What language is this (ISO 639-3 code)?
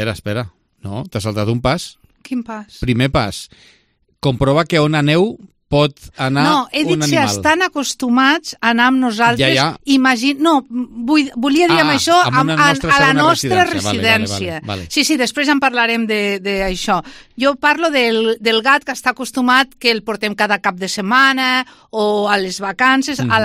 cat